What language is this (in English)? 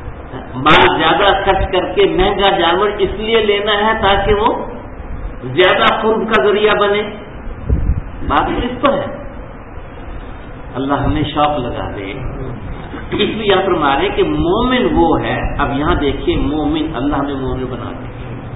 Urdu